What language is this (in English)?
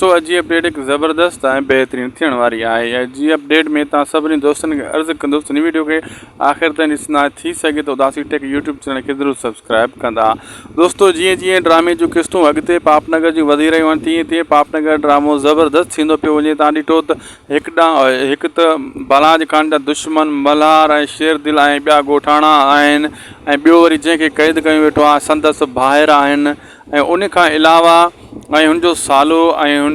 Sindhi